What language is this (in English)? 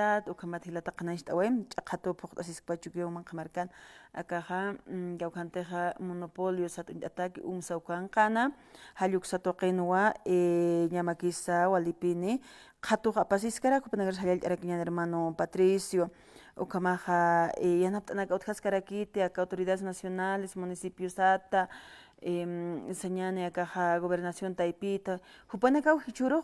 Aymara